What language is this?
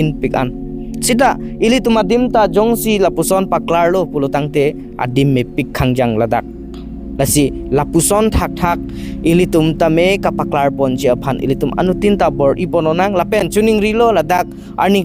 Karbi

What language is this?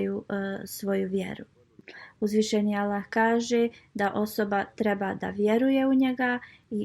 Bosnian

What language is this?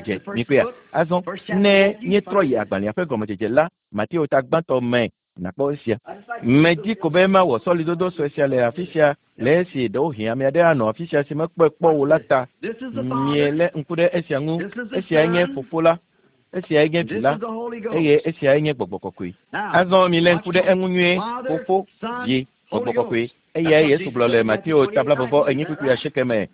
Ewe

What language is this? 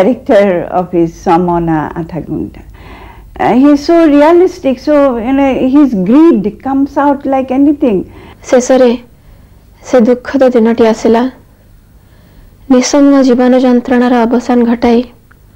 Odia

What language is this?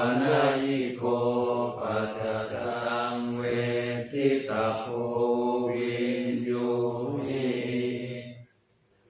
Pali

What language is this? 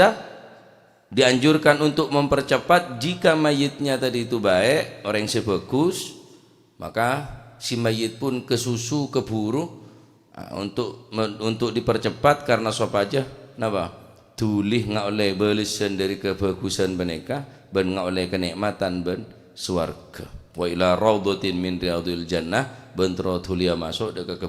Madurese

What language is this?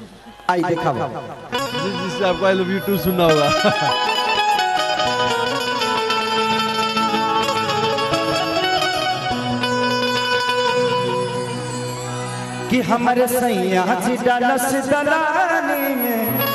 Bhojpuri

